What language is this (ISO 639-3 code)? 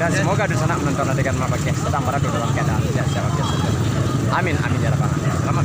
min